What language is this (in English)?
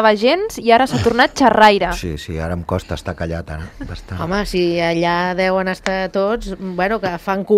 Catalan